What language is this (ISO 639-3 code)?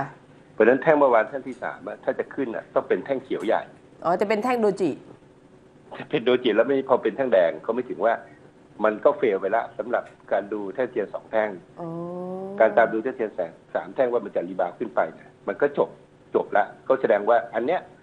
tha